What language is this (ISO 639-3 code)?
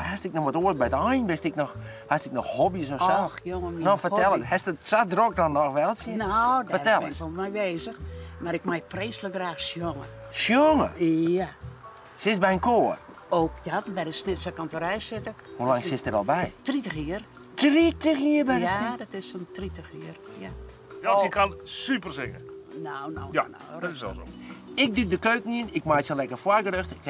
fry